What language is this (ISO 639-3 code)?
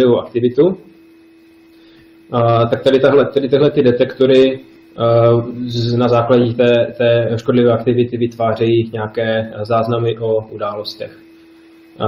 ces